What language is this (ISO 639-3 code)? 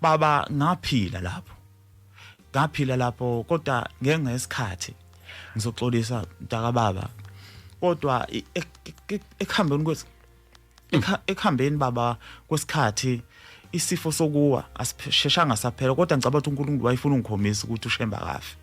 zul